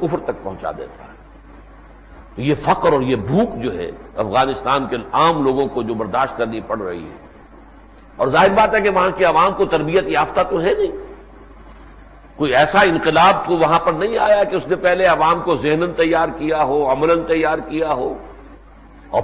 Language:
Urdu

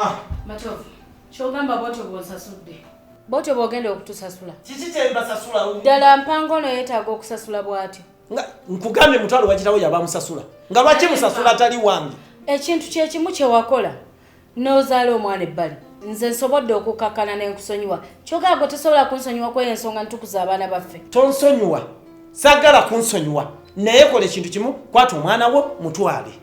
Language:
Ganda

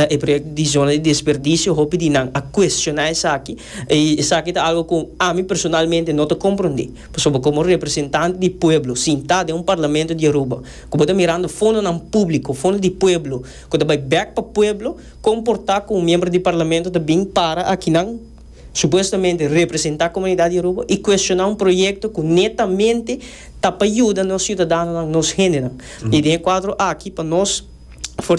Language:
Papiamento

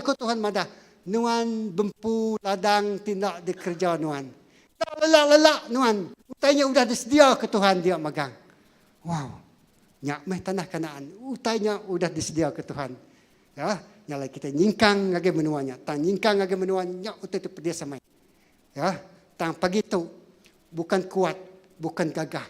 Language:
Iban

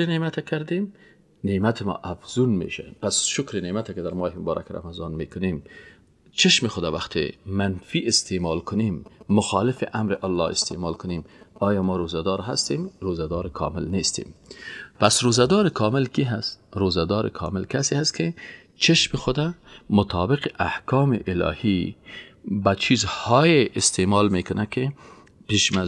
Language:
Persian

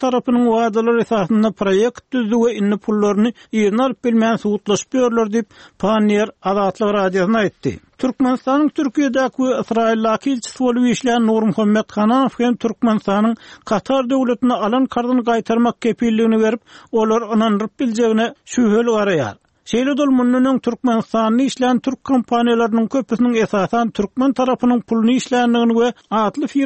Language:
Turkmen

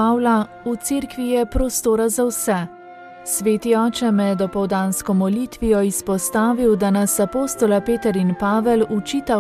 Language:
Slovenian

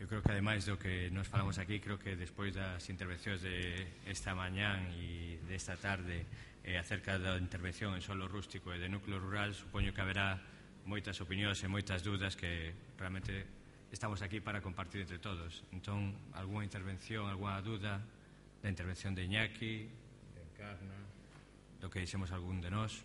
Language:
Galician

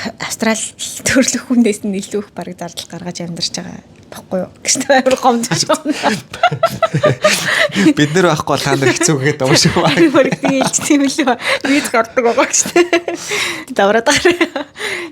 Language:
Mongolian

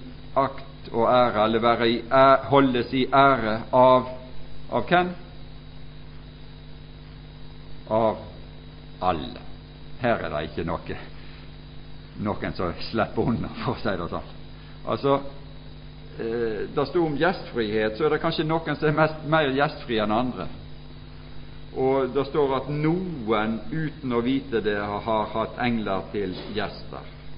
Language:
Norwegian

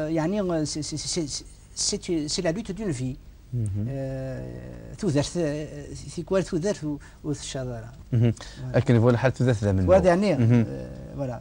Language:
Kabyle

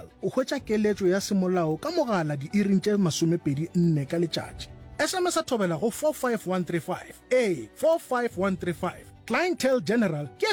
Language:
Northern Sotho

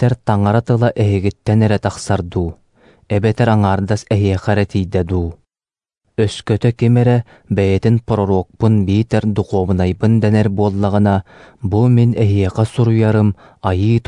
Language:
Yakut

